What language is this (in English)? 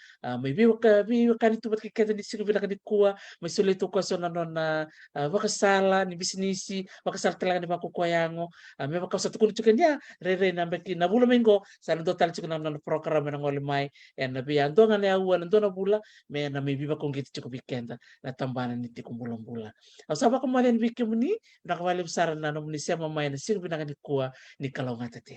Fijian